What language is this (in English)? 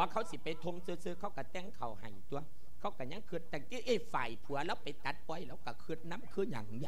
Lao